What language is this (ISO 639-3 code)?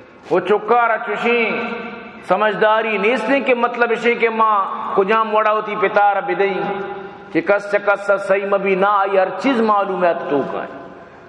bal